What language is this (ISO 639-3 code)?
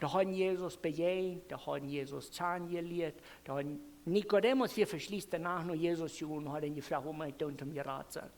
pdt